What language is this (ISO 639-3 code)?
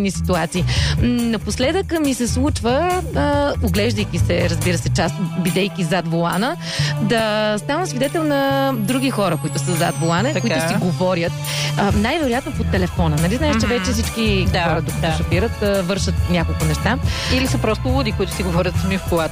bul